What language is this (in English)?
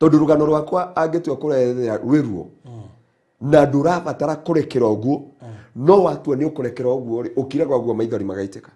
Kikuyu